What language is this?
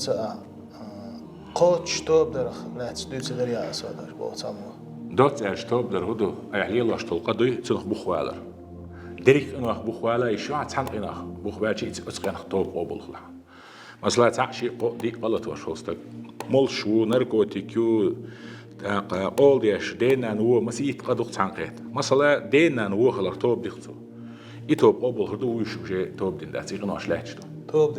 Chechen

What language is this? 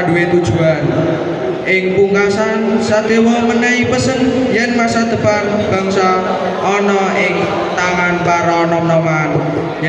Javanese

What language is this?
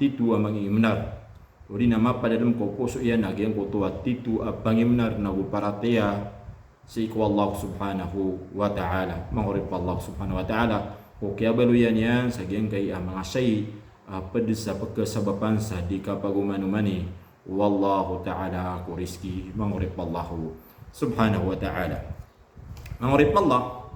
Maranao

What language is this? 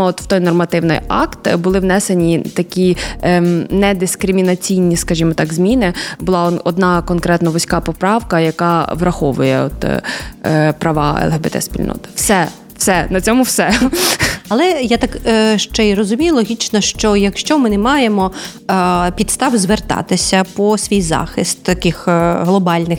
Ukrainian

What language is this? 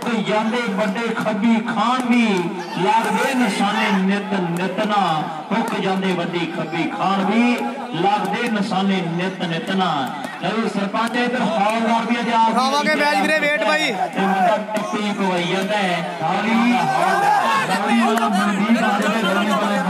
Punjabi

